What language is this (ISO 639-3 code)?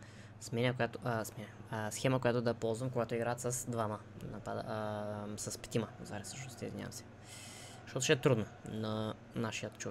bul